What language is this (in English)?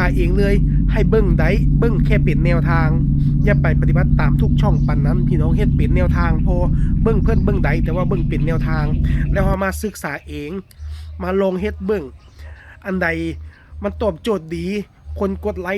Lao